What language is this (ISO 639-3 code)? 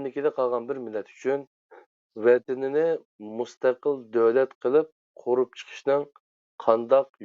uig